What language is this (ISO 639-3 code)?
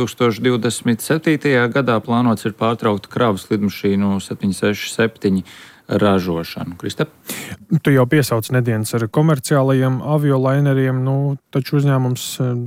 lav